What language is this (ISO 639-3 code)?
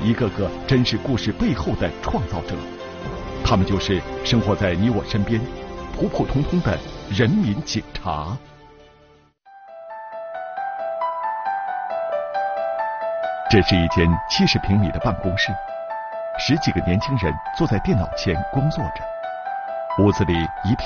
zho